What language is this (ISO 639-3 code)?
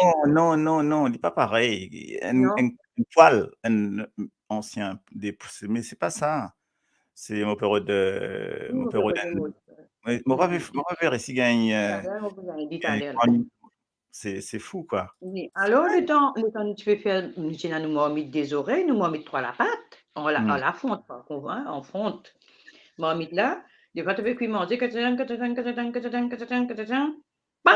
mfe